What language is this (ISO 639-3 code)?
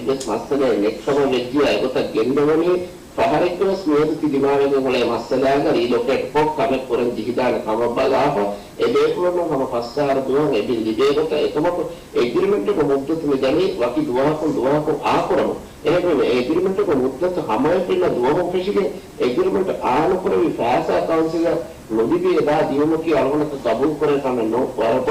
div